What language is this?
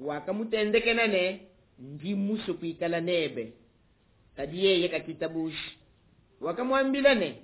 Luba-Lulua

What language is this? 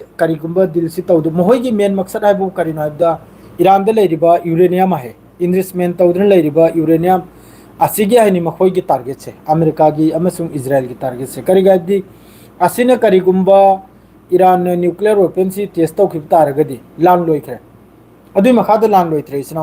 Manipuri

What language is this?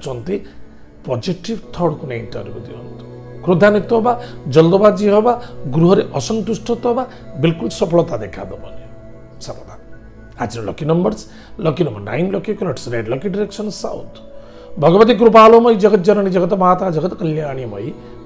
Odia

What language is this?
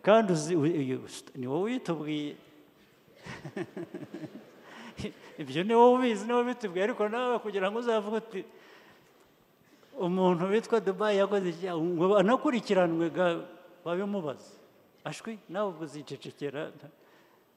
Kinyarwanda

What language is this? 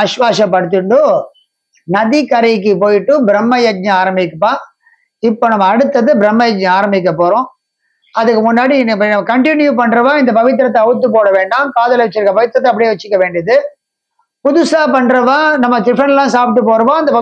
Tamil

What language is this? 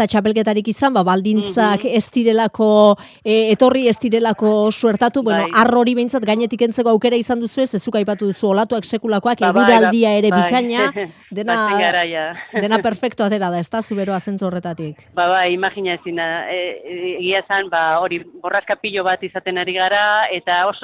Basque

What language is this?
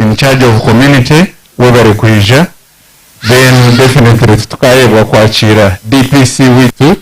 Nyankole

